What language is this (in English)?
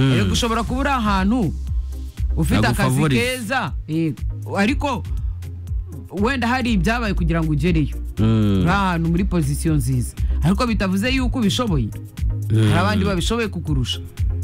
Kinyarwanda